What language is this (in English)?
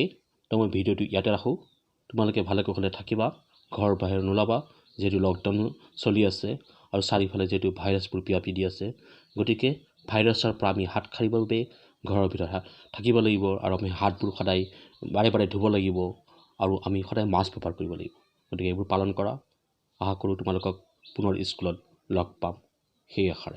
Assamese